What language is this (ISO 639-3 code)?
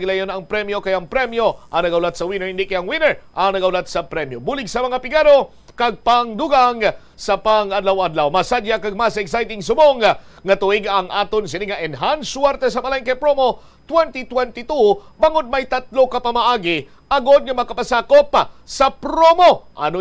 hil